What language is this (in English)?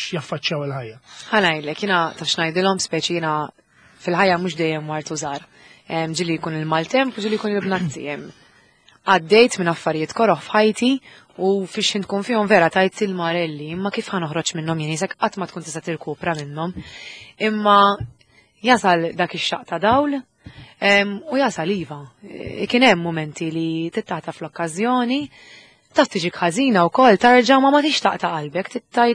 Maltese